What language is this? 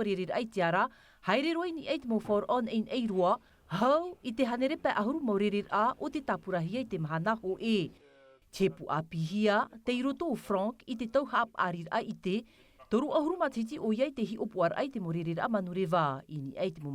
Tahitian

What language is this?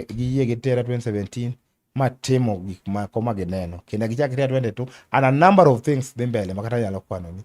Luo (Kenya and Tanzania)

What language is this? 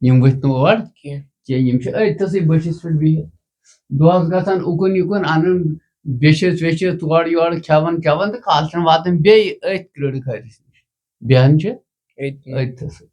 Kashmiri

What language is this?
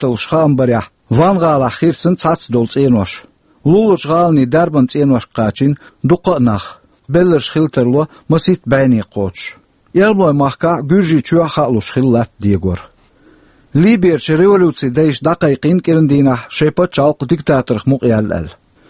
Chechen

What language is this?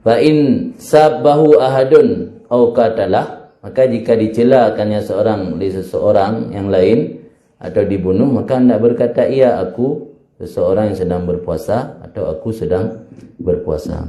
Achinese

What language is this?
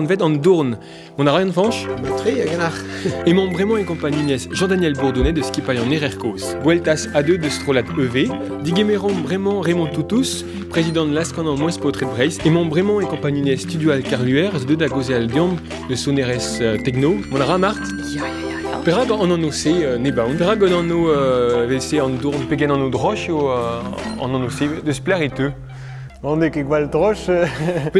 Breton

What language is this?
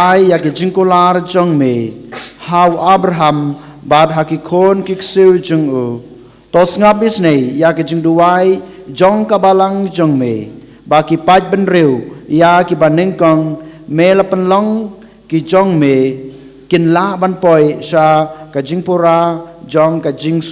Khasi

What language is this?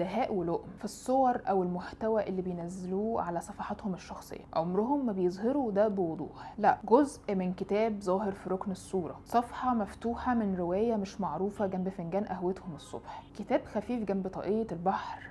Egyptian Arabic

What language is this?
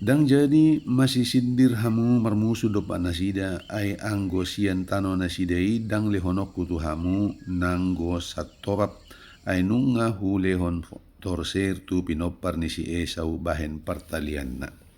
Batak Toba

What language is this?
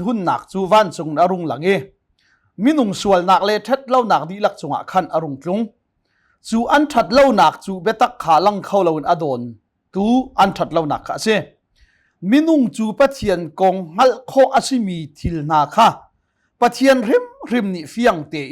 Hakha Chin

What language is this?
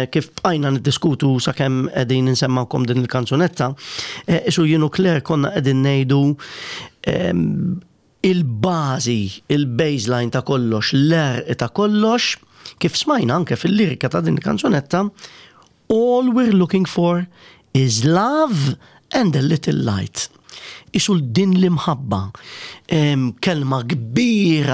Maltese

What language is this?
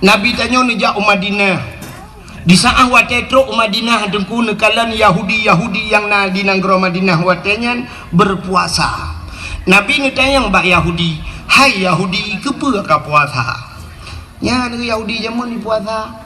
Achinese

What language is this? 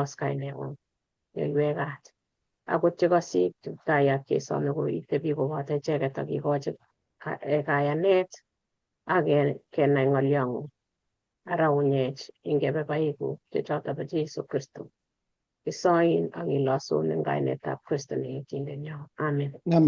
Kalenjin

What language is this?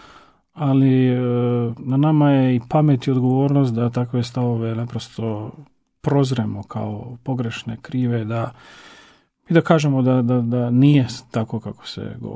Croatian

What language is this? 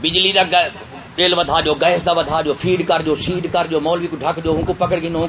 Saraiki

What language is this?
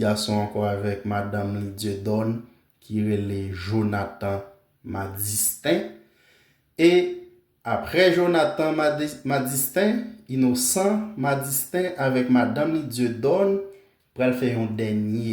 Haitian Creole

